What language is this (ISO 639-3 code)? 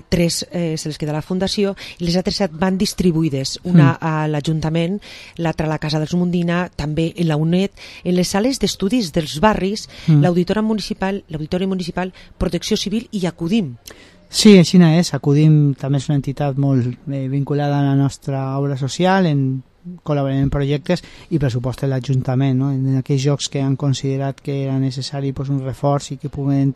cat